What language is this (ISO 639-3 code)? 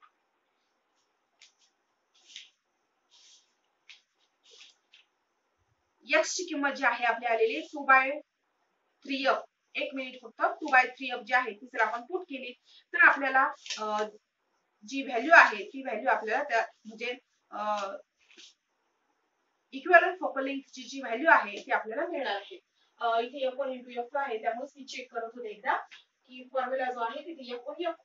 mar